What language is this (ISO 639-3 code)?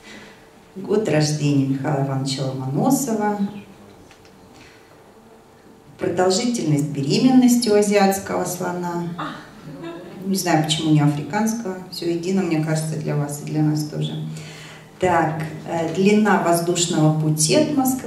rus